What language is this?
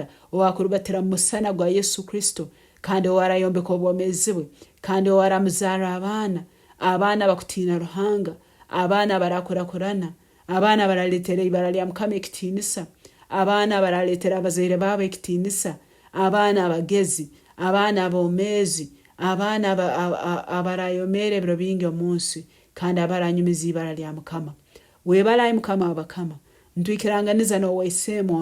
Nyankole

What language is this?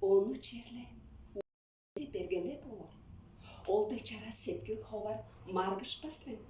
Tuvinian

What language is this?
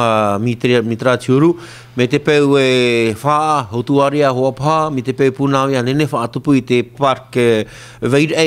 Tahitian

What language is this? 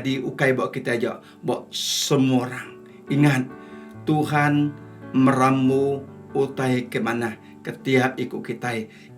Iban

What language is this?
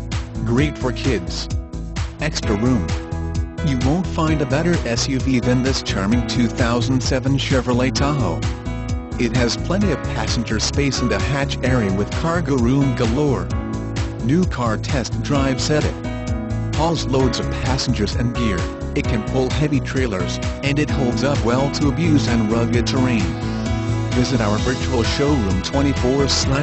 English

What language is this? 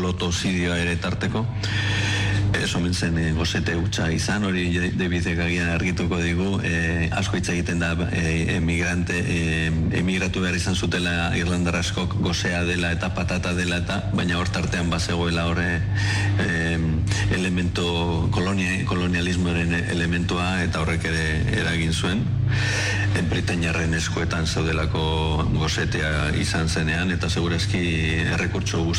Basque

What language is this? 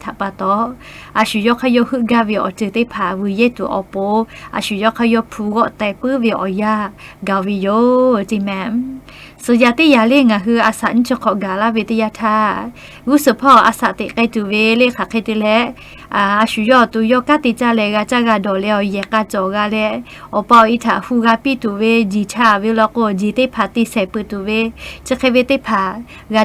Lahu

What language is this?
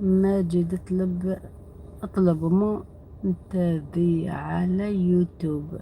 Algerian Arabic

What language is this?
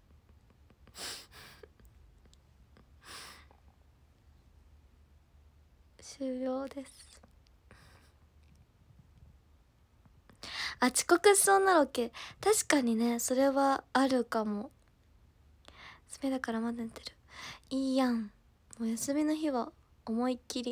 Japanese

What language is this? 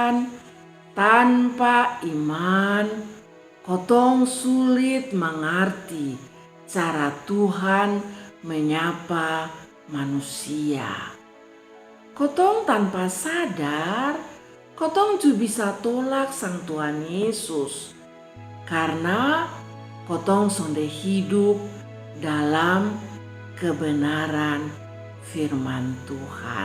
Kupang Malay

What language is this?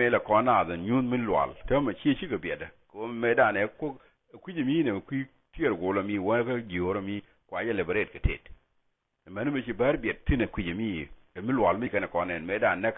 Nuer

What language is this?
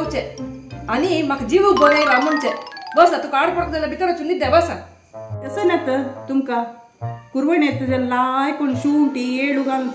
Konkani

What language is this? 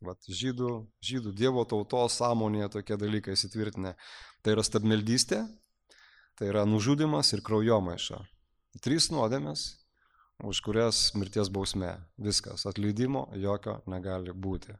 Lithuanian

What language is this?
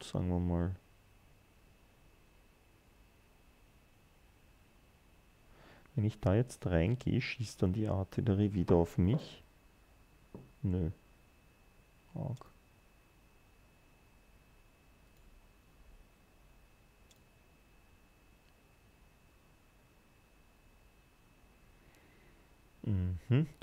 German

